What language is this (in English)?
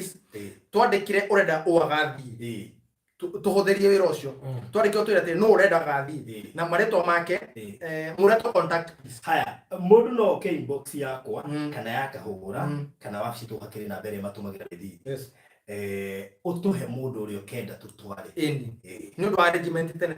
Kikuyu